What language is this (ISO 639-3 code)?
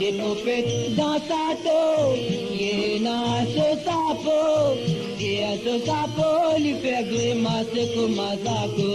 mfe